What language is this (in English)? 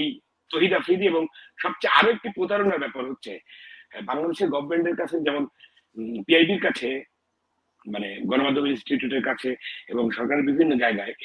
Bangla